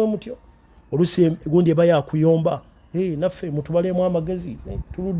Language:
Ganda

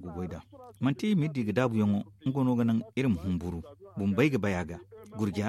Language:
Zarma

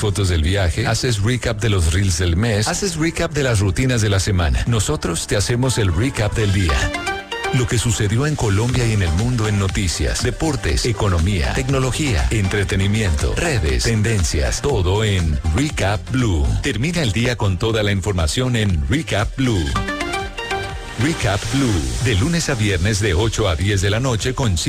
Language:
Spanish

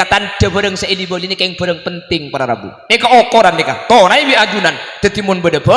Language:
Madurese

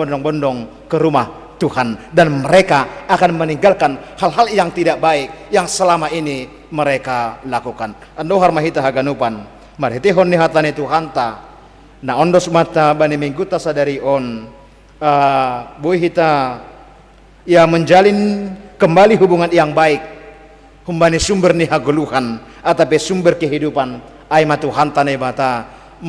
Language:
Batak Simalungun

